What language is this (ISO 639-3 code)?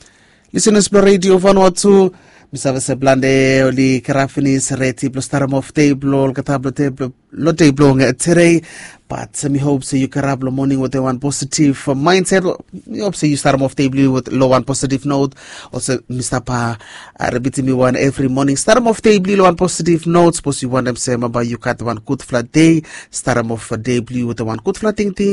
bis